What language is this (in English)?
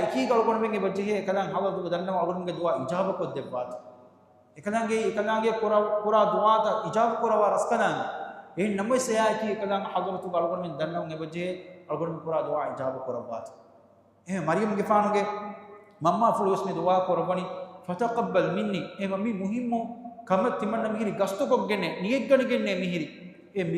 Divehi